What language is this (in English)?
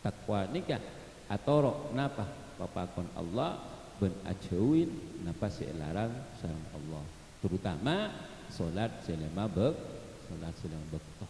Madurese